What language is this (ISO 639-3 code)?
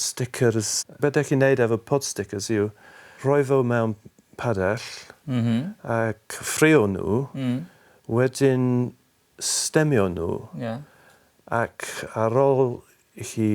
cym